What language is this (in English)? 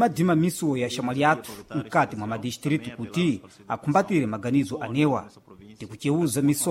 Sena